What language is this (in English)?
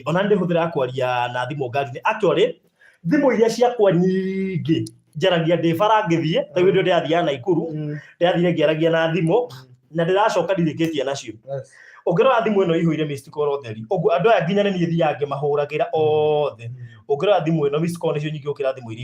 Kikuyu